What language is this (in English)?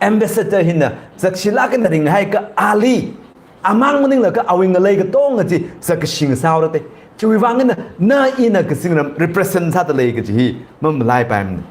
Tangkhul Naga (India)